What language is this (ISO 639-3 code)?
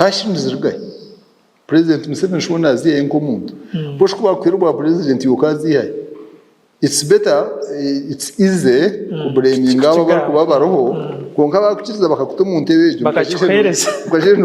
nyn